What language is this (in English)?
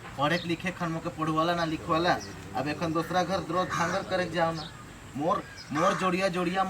Sadri